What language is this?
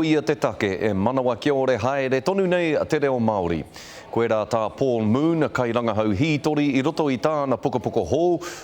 Māori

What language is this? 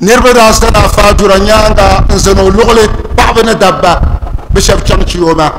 Dagbani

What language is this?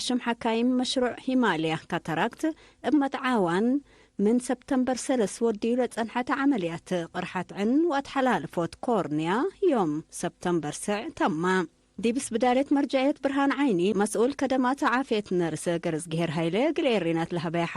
Tigre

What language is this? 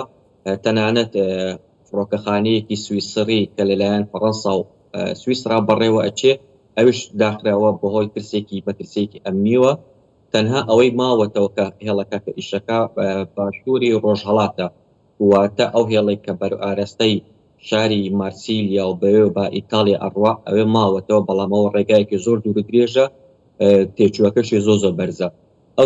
Central Kurdish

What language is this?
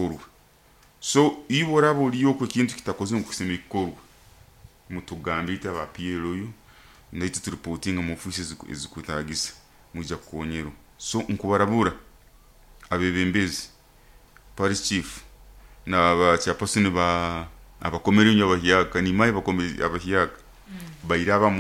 Nyoro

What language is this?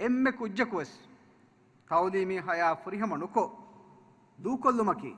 Divehi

